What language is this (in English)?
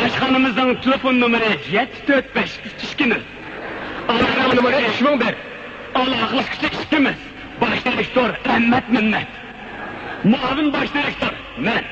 Uyghur